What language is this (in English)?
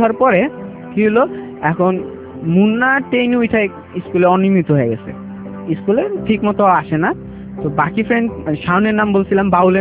Bangla